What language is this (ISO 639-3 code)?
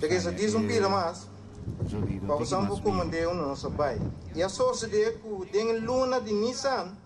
pap